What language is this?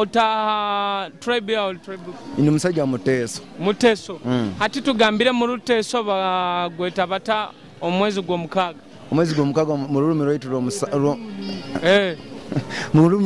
Nyoro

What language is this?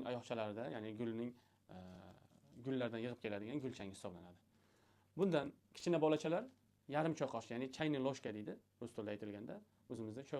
Uzbek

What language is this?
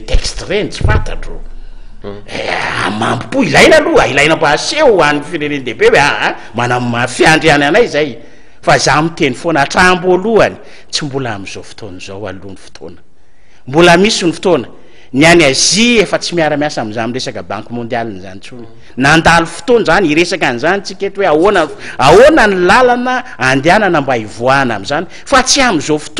Malagasy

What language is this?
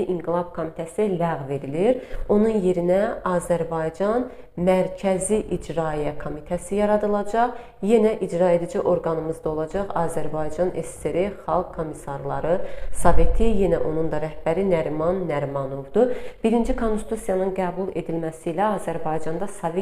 Azerbaijani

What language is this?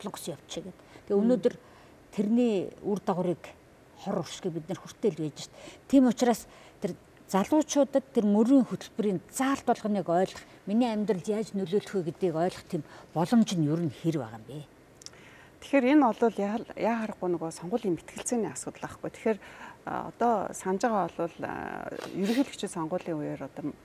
Mongolian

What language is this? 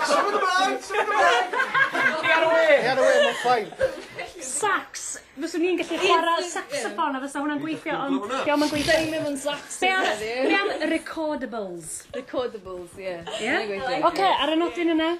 Welsh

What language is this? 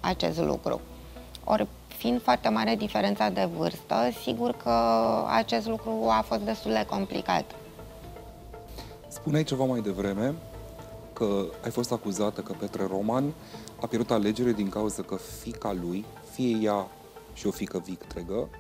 Romanian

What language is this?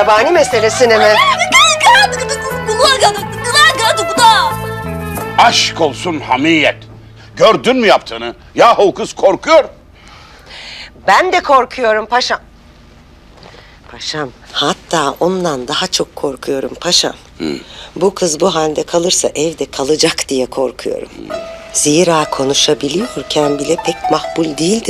Turkish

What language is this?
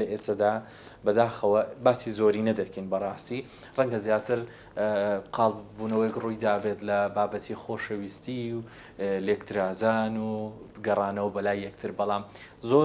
Central Kurdish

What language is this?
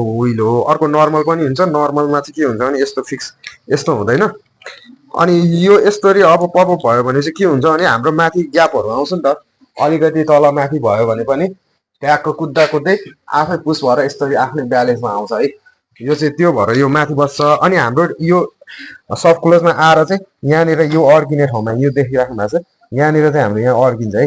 Nepali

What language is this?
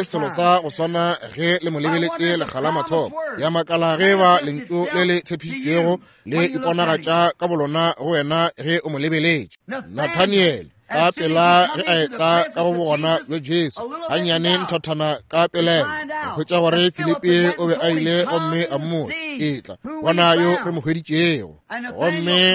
Northern Sotho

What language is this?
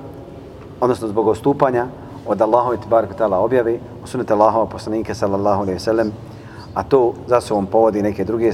Bosnian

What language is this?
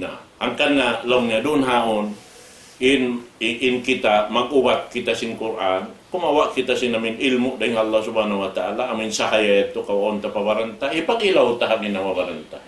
Tausug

